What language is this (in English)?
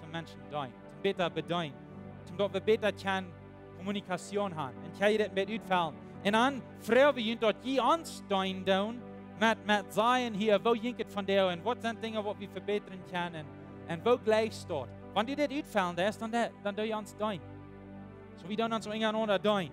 Plautdietsch